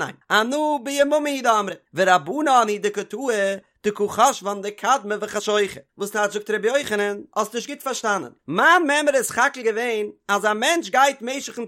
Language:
Yiddish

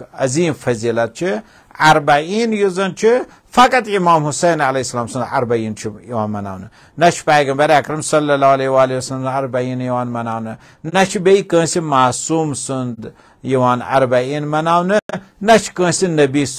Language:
Kashmiri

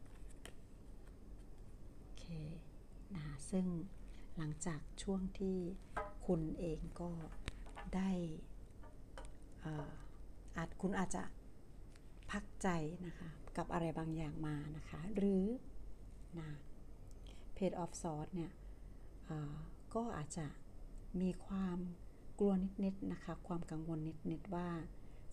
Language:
Thai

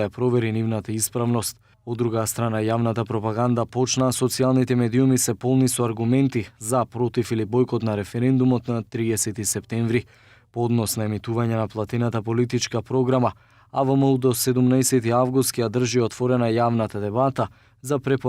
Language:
Macedonian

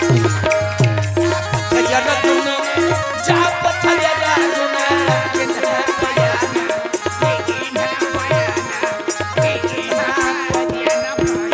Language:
Chhattisgarhi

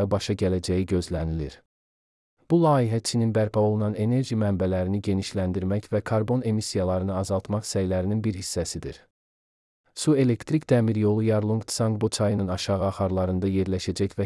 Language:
Azerbaijani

